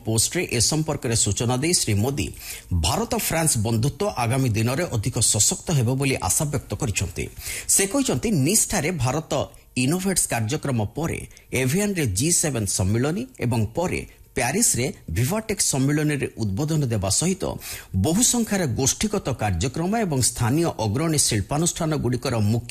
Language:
Odia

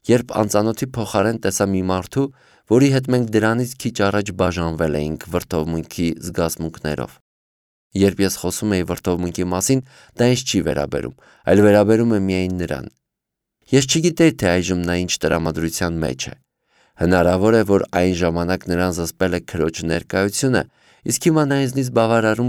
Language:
Armenian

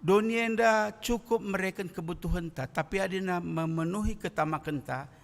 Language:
Batak Karo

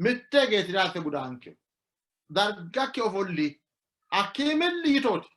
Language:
Sidamo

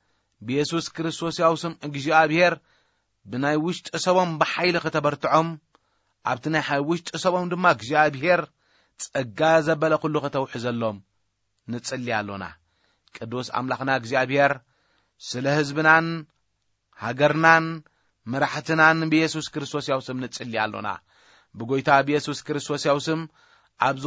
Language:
Tigrinya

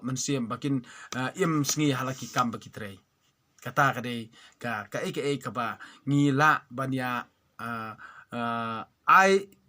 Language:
Khasi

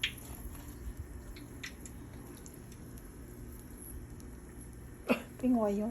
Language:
Lao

